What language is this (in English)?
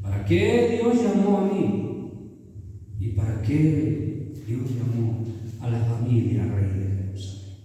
Chimborazo Highland Quichua